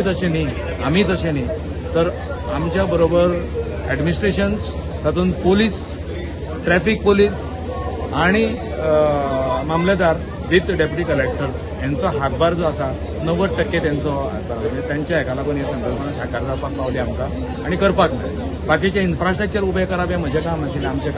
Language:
Konkani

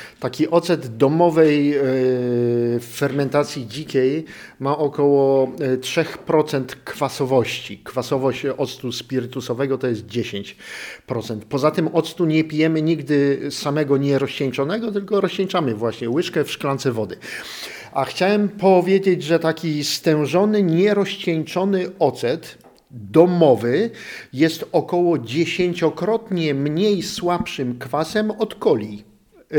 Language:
Polish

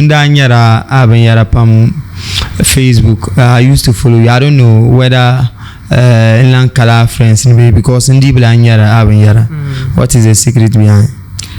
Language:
Dagbani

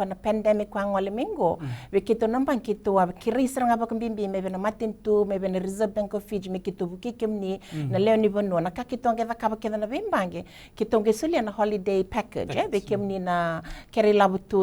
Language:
Fijian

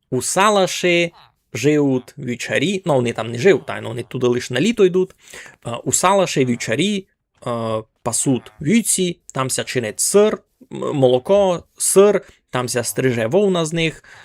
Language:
Rusyn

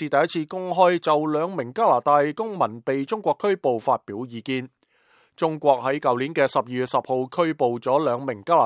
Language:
Cantonese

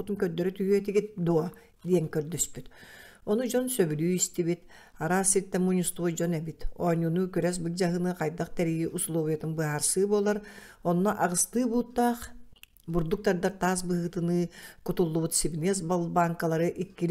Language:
Yakut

